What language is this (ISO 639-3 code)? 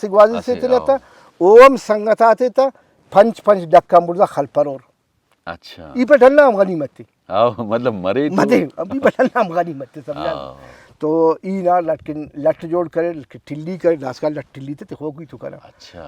brh